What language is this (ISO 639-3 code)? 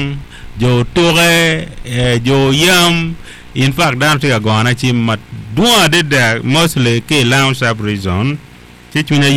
ach